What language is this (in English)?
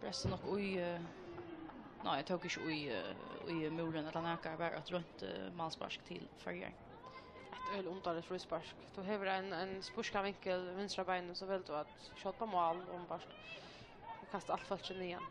Faroese